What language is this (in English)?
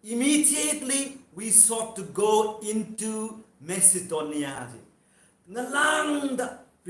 Tangkhul Naga (India)